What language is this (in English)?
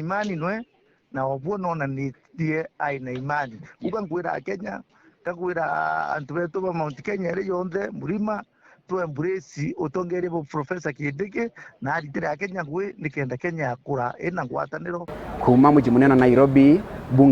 Meru